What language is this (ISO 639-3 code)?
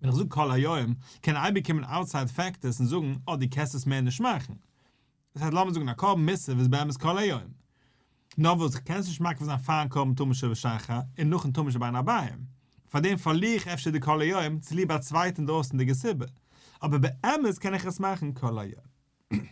yid